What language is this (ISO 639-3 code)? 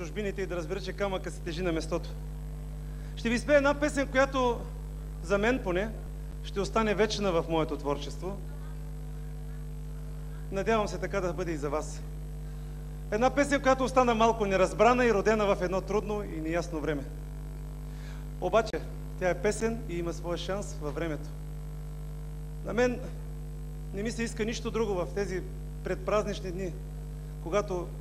bul